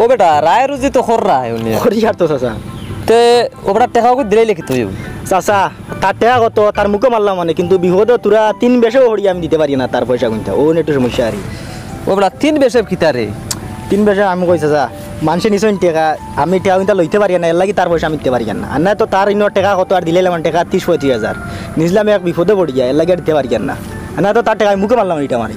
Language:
Sylheti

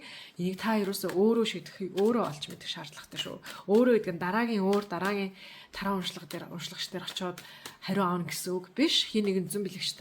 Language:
Mongolian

